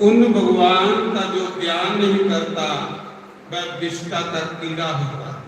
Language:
Dogri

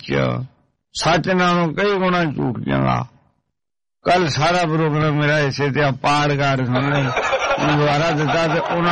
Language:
Punjabi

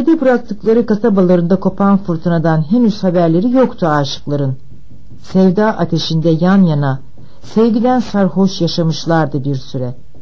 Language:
Turkish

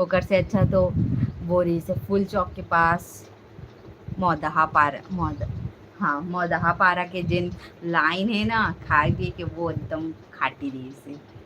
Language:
Chhattisgarhi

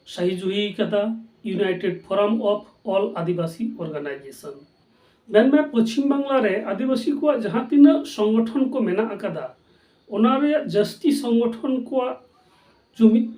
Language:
Santali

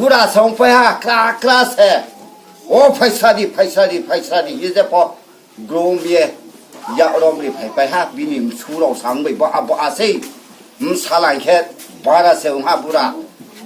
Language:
Riang (India)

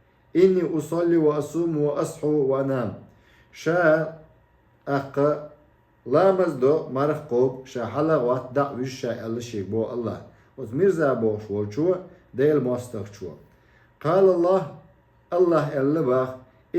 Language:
Chechen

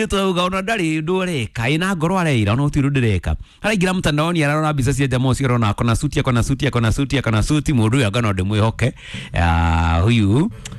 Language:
Kikuyu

